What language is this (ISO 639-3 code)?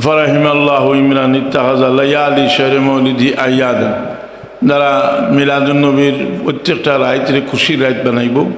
syl